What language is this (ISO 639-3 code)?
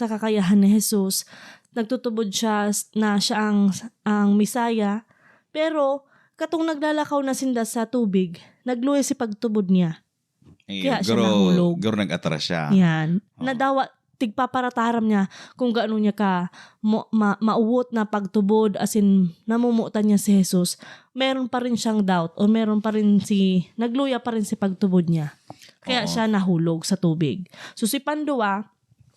bik